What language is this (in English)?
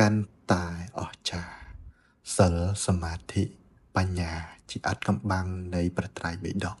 Khmer